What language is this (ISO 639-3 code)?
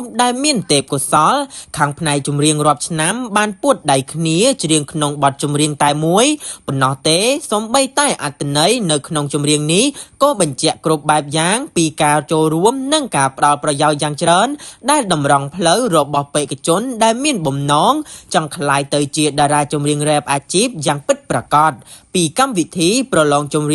khm